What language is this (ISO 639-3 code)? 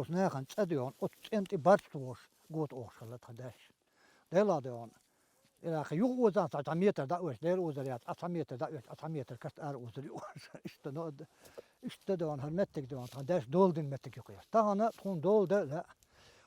che